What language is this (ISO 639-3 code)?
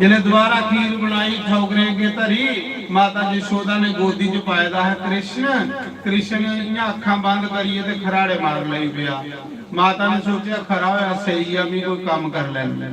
doi